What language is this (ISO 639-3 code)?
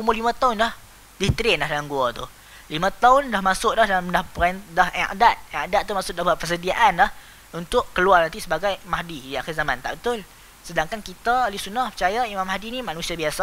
msa